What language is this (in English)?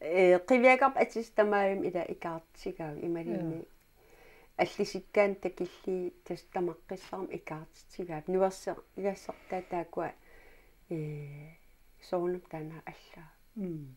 Kalaallisut